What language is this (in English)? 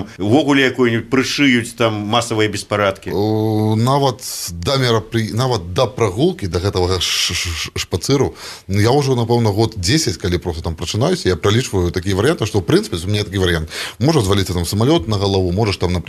Belarusian